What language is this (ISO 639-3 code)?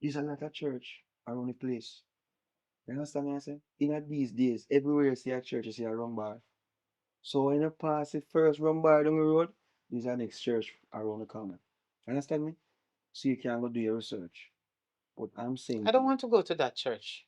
jam